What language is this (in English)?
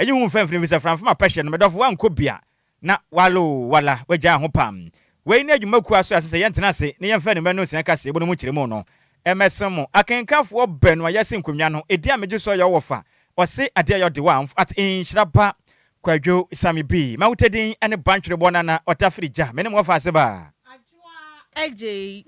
Akan